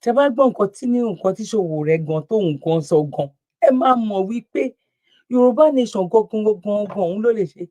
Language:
Yoruba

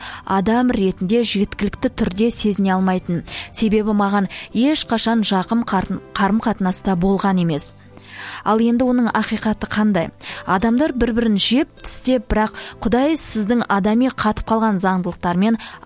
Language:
Kazakh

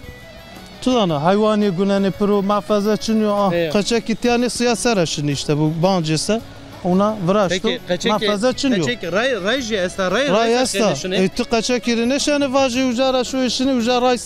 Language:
Zaza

